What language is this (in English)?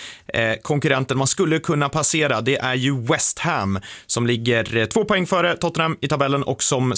Swedish